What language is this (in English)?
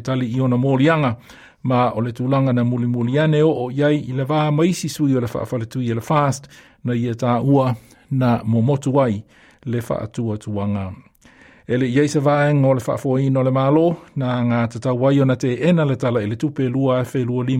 Samoan